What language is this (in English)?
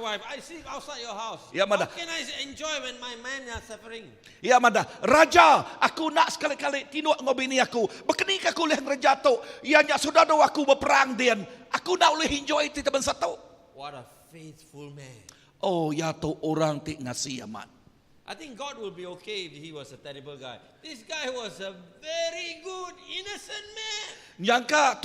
Iban